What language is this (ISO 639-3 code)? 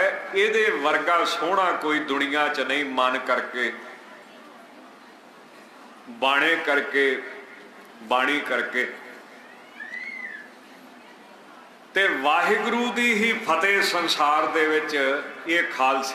pan